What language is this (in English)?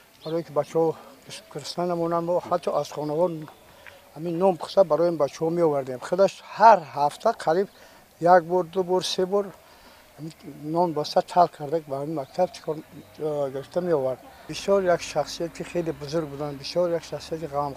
Tajik